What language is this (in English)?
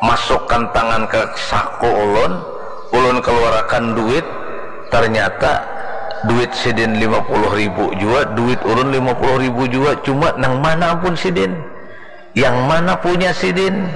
Banjar